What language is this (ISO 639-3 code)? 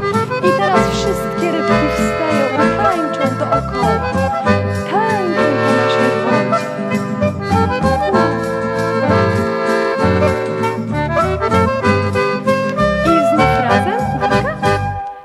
pol